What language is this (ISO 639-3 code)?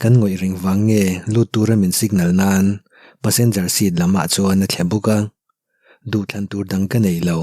lus